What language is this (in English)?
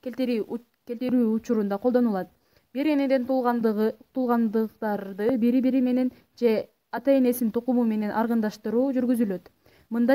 Kyrgyz